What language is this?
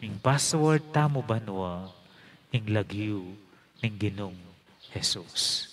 Pampanga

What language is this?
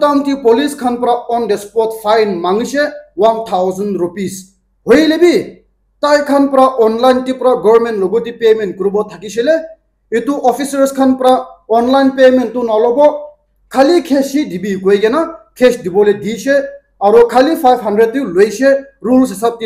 Naga Pidgin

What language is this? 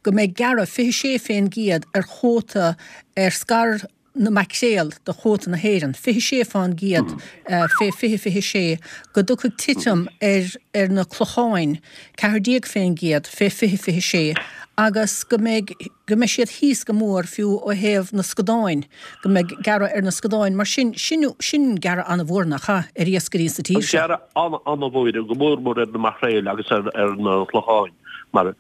Irish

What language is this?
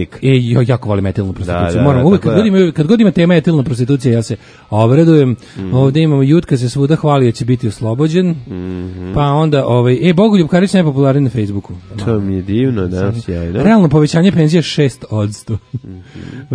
Serbian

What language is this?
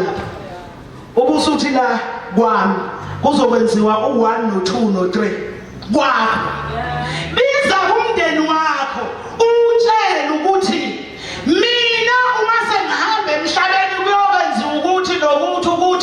Zulu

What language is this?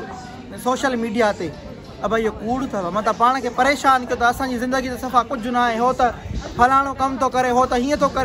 Sindhi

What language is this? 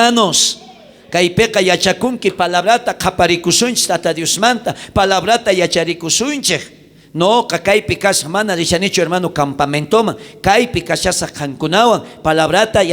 South Bolivian Quechua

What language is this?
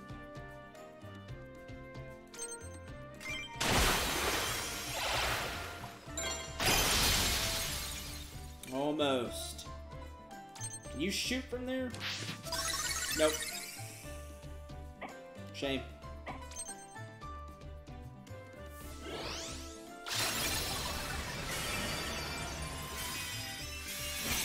English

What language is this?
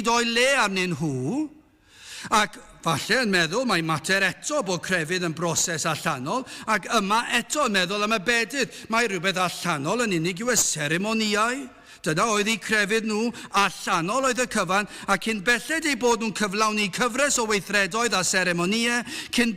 Welsh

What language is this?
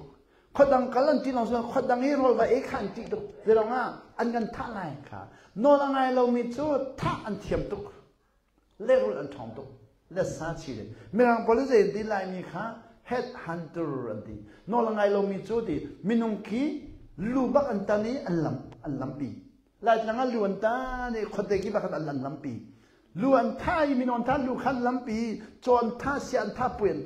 Hakha Chin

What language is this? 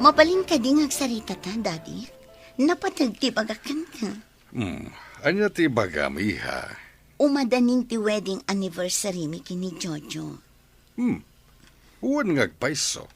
Iloko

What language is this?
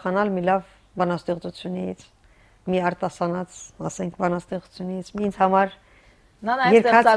Armenian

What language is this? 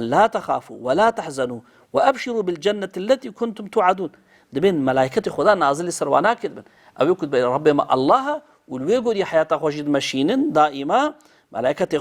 Kurdish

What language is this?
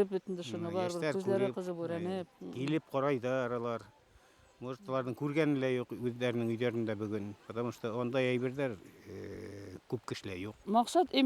Bashkir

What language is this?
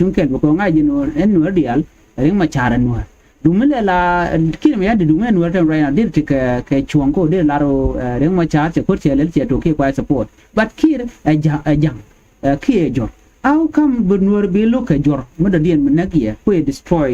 Nuer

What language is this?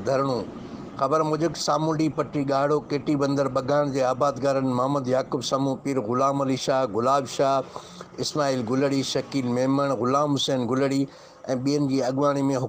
Sindhi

